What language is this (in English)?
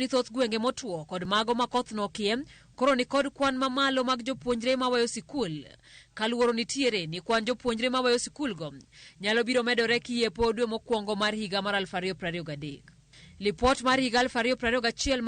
Luo (Kenya and Tanzania)